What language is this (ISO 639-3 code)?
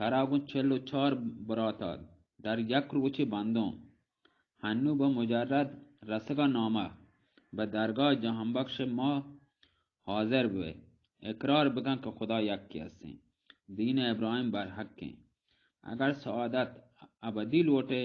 bal